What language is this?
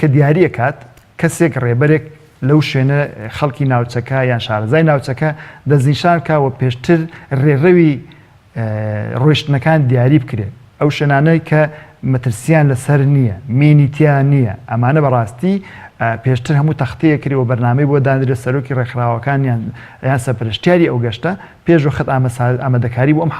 Central Kurdish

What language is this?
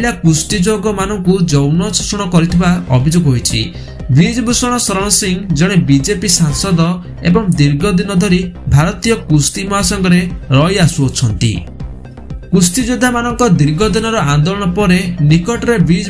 Odia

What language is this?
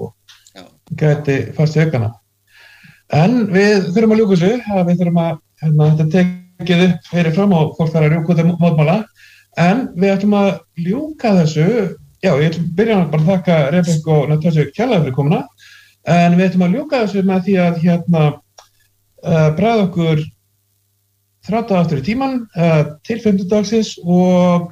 Icelandic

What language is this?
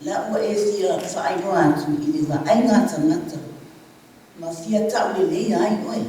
Samoan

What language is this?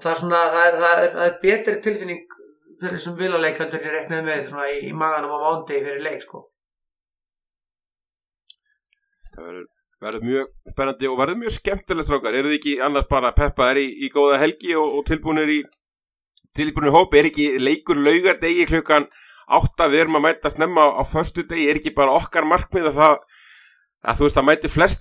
Icelandic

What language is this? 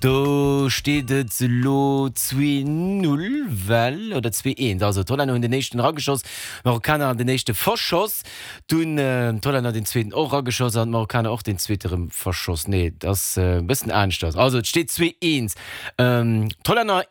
Luxembourgish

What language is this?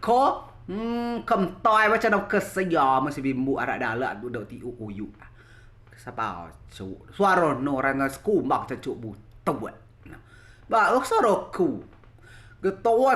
Rejang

